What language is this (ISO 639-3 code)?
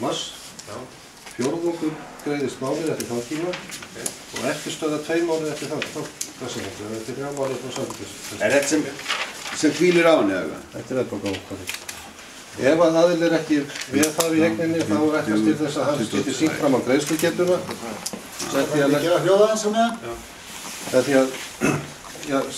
isl